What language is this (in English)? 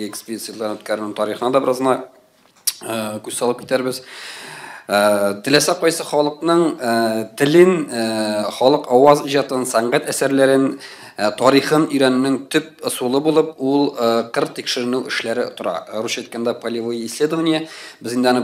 Tatar